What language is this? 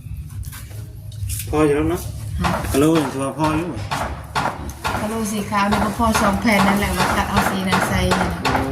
Lao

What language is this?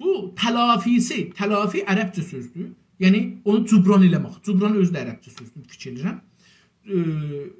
South Azerbaijani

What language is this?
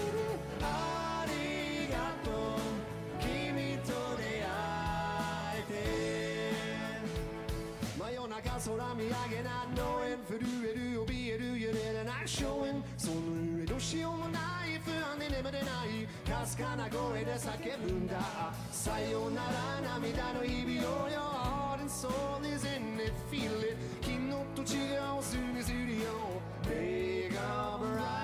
Japanese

